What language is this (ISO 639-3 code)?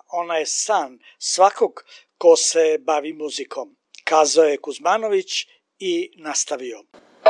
srp